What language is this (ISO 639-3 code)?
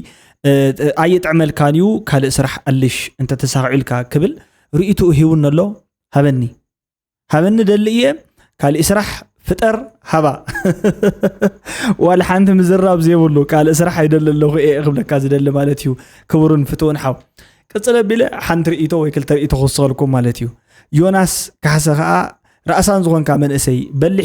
tir